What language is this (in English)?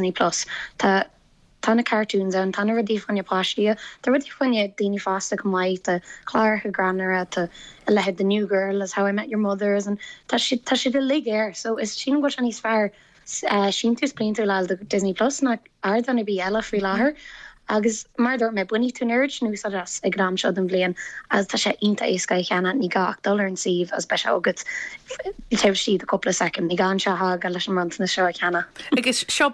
Irish